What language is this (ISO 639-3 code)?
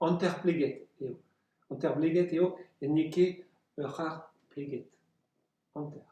bre